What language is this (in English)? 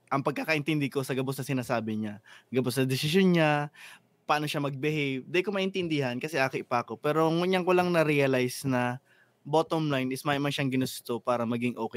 Bikol